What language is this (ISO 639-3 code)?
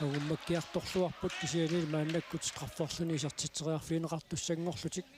kal